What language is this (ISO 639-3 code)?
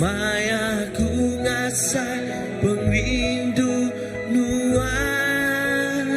iba